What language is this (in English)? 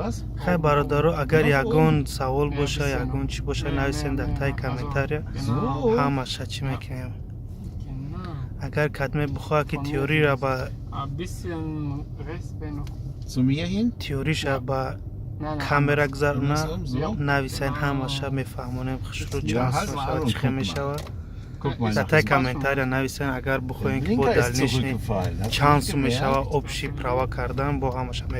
Tajik